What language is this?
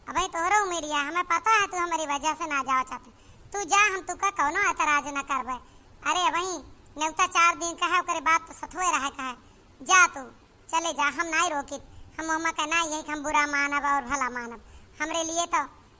Awadhi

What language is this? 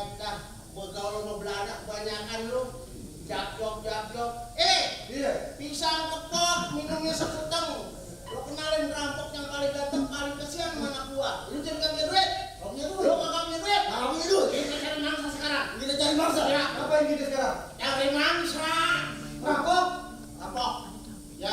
Betawi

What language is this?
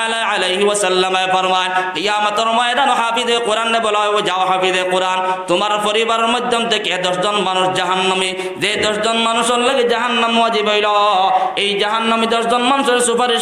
Sylheti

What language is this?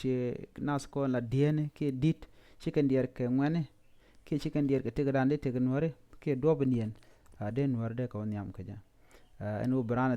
Nuer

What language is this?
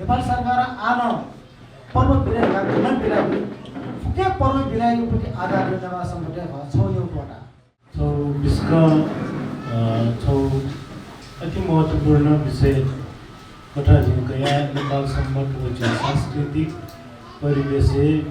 Newari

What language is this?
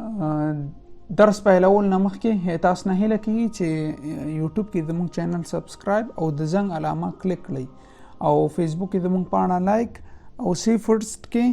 Pashto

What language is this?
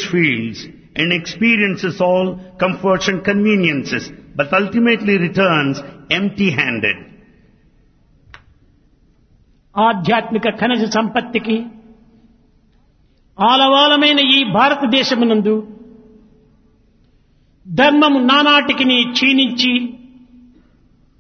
Telugu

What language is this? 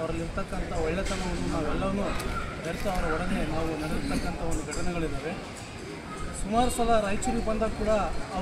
Kannada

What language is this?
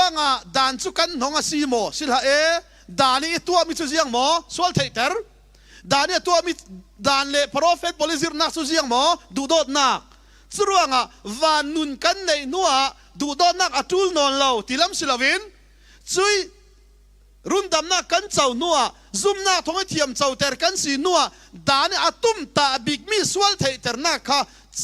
Falam Chin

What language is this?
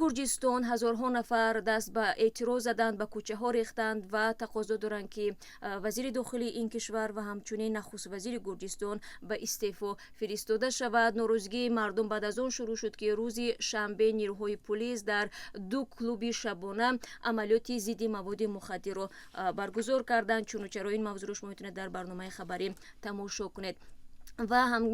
Tajik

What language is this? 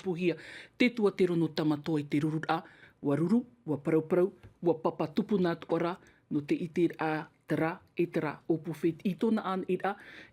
Tahitian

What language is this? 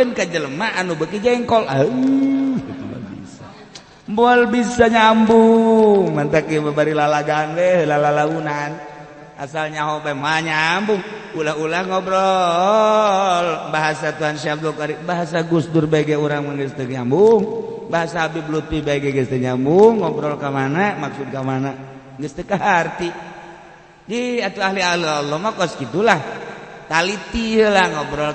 Sundanese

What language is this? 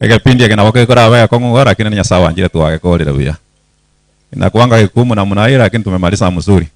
Gusii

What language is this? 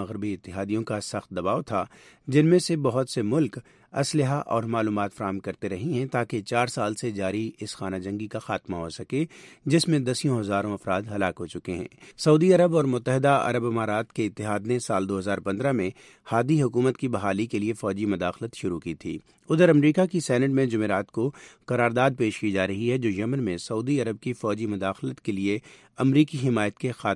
Urdu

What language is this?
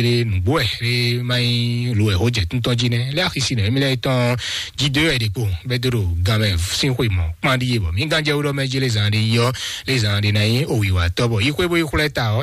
Fon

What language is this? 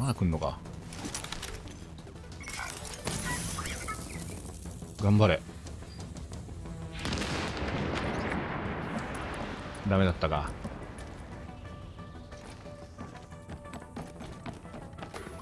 Japanese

